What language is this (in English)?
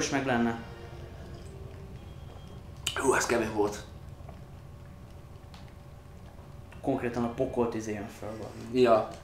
Hungarian